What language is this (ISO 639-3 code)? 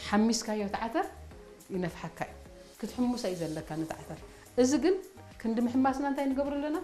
tir